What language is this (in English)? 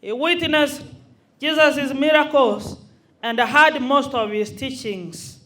Gusii